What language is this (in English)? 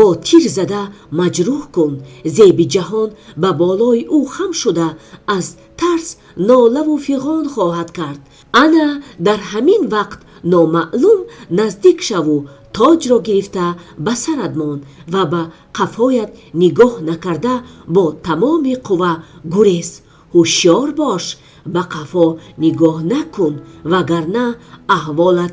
Tajik